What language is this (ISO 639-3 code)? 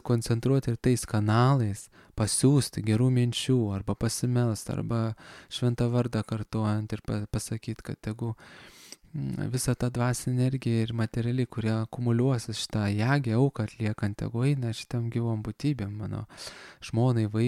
lit